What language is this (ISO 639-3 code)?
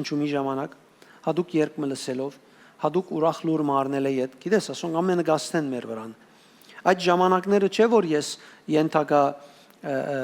hyw